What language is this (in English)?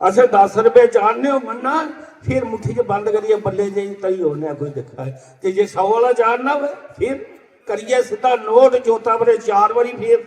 Dogri